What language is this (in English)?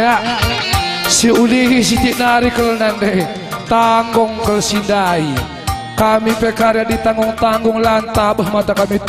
Batak Karo